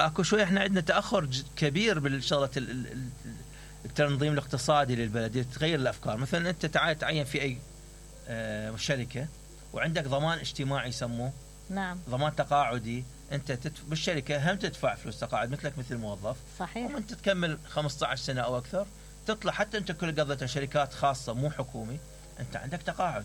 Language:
Mesopotamian Arabic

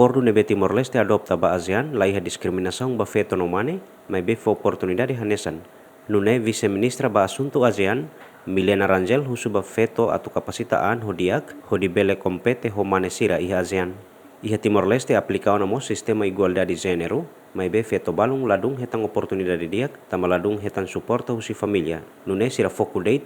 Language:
Tetum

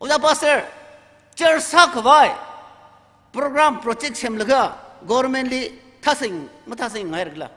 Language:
Tangkhul Naga (India)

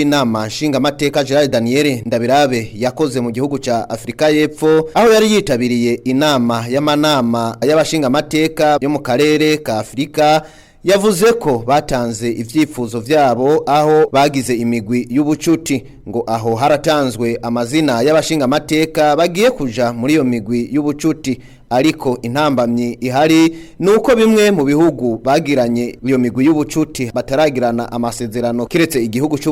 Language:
Rundi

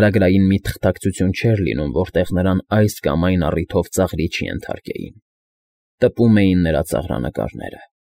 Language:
Armenian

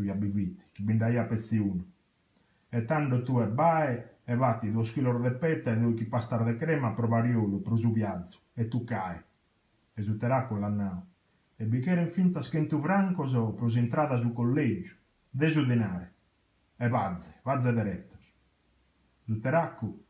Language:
Sardinian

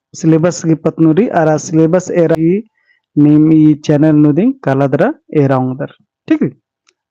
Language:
Kurukh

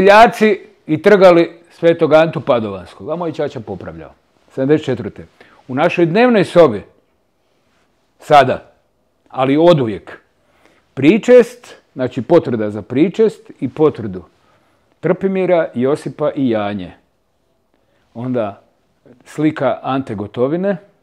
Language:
Croatian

